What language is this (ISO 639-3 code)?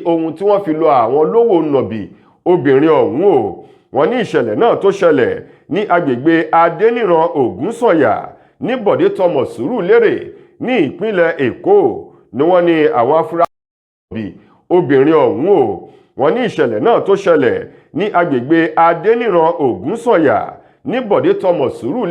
yor